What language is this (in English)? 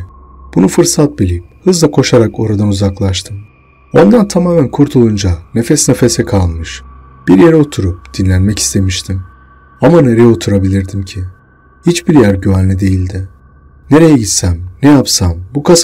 Turkish